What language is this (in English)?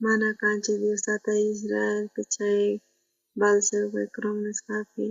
South Bolivian Quechua